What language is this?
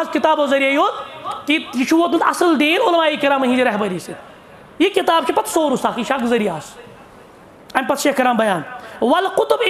Kashmiri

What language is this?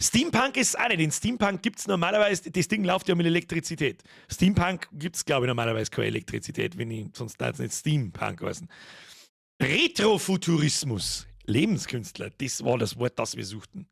Bavarian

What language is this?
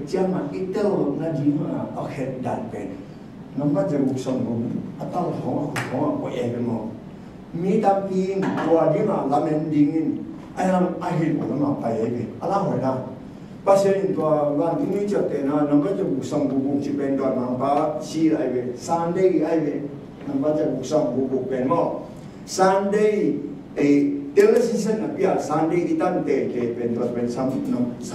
Tedim Chin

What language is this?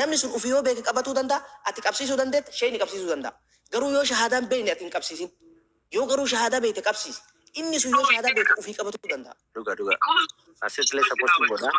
Oromo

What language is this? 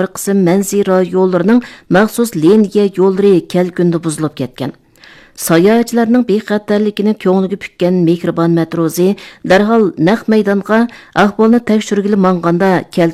Uyghur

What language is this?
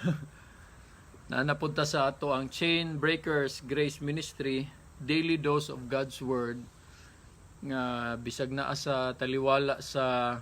Cebuano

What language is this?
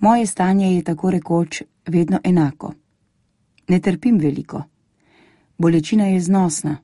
Slovenian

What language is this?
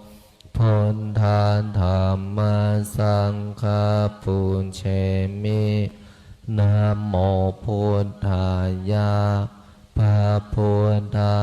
Pali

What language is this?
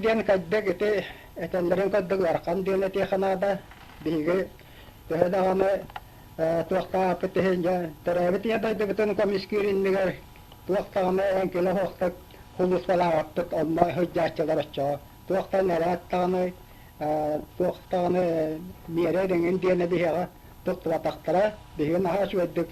Yakut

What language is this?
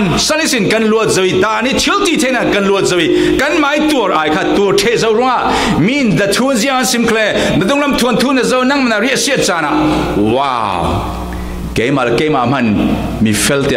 Falam Chin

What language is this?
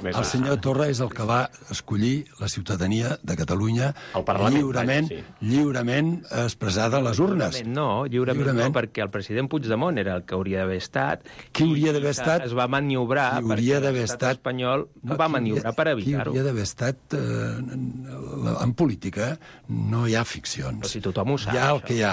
Catalan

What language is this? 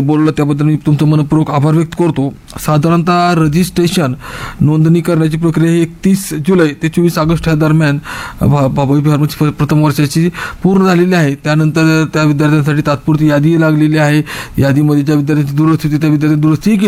Marathi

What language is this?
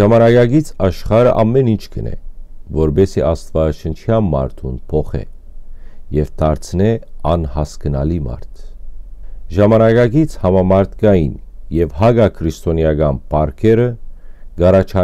Western Armenian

